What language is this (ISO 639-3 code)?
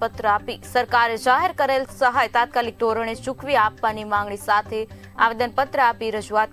guj